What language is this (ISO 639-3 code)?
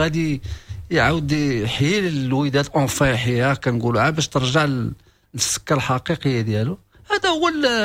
ary